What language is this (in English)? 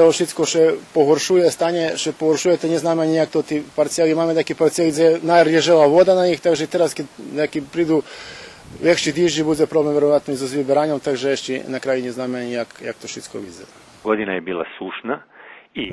Rusyn